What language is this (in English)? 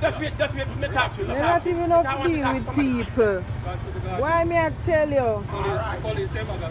Jamaican Creole English